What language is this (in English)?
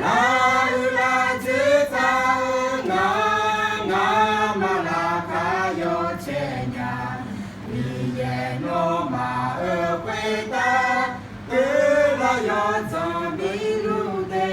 Akha